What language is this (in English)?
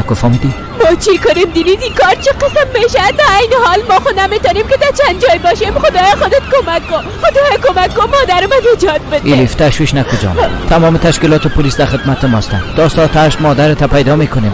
Persian